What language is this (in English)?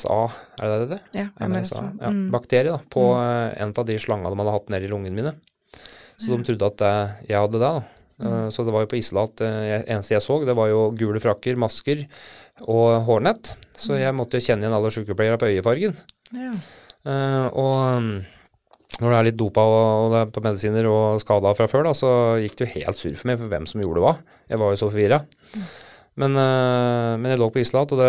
Norwegian